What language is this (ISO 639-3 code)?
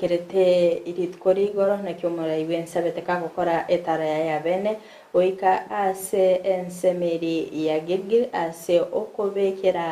guz